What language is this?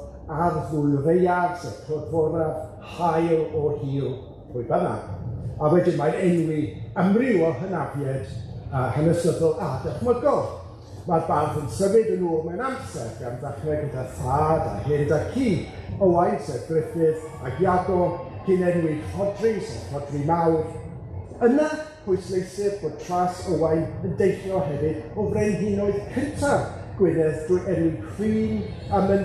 Welsh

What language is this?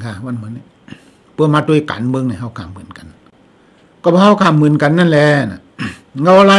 Shan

